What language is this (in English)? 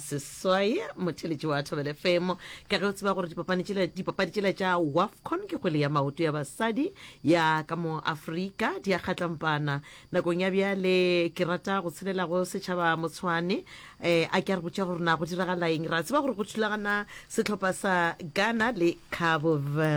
Northern Sotho